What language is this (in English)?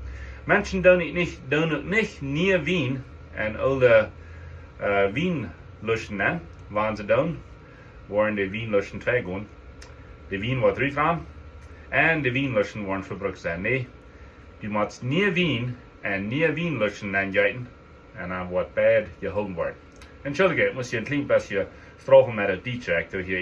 Plautdietsch